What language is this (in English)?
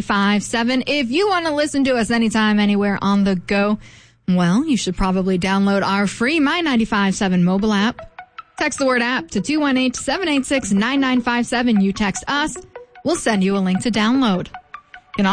English